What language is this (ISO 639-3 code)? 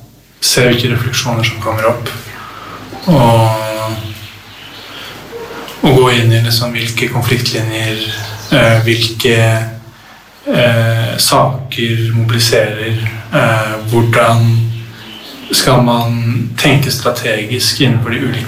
nor